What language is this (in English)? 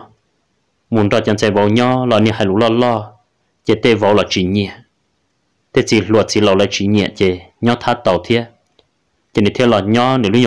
Hmong